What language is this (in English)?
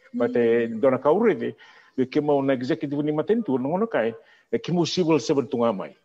Fijian